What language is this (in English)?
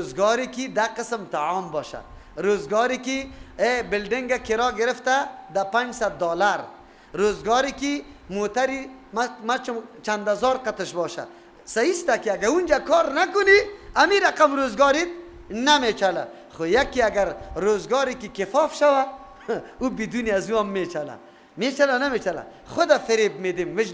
Persian